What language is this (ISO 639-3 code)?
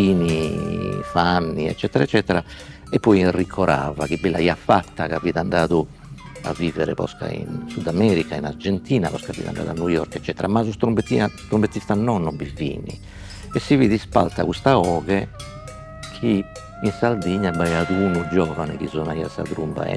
srd